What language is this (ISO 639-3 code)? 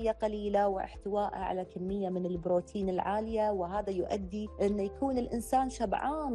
afb